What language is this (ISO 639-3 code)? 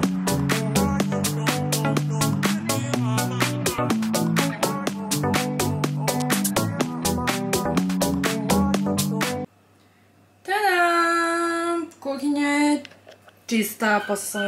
srp